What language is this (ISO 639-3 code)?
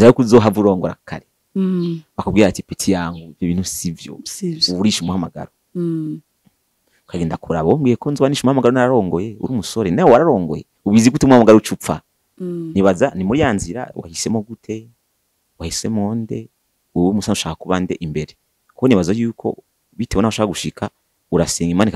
run